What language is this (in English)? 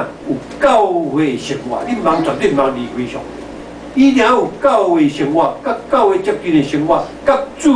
Min Nan Chinese